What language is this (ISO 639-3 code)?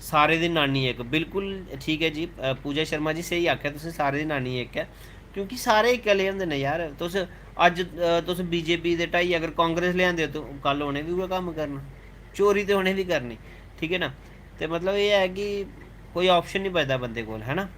doi